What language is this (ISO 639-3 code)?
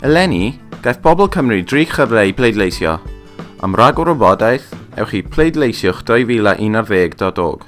cym